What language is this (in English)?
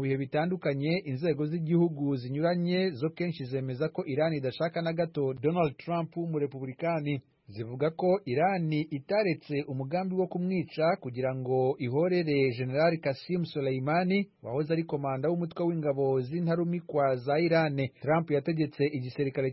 Kinyarwanda